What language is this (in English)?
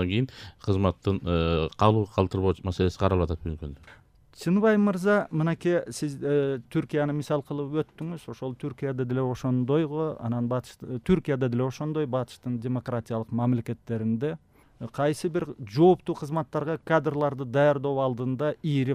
Kyrgyz